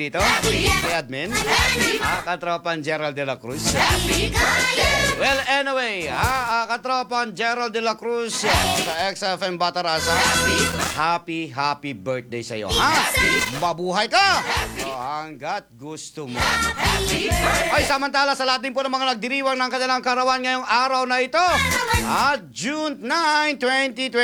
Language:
Filipino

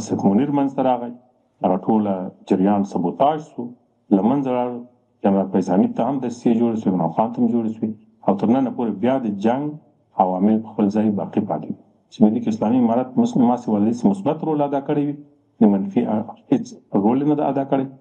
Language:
Pashto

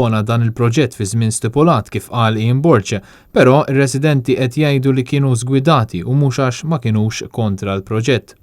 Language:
Maltese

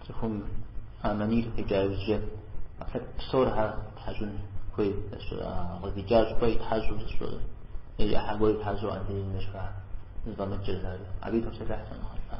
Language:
Kabardian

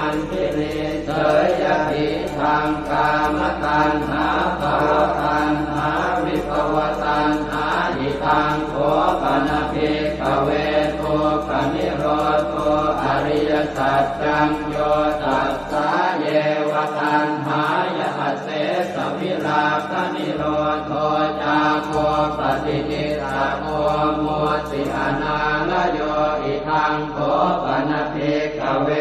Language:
Pali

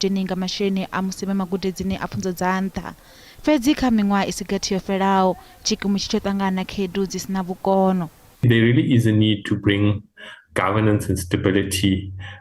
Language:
Venda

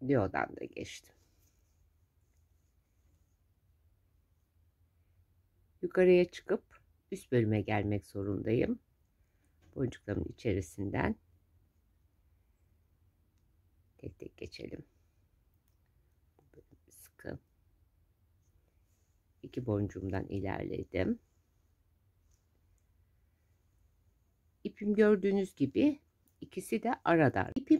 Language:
Turkish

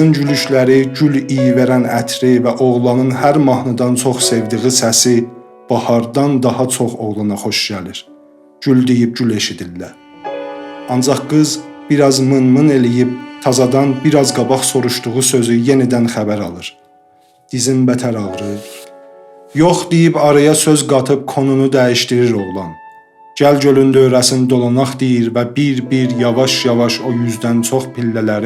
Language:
South Azerbaijani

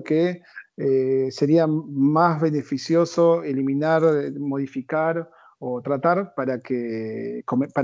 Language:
Spanish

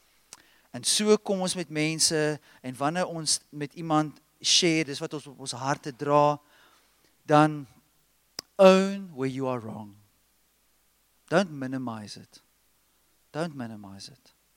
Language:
Afrikaans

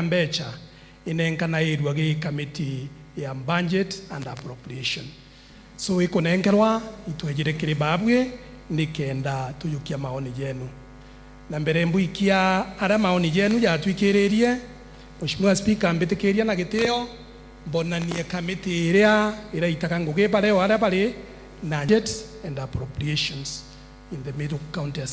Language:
Meru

